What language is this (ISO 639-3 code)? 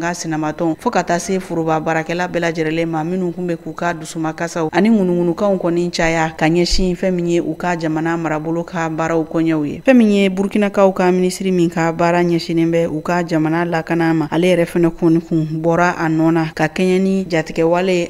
bam